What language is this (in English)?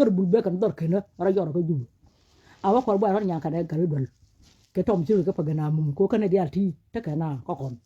Nuer